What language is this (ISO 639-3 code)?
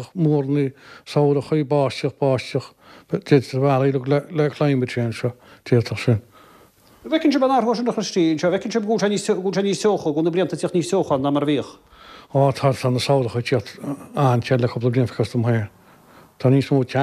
gle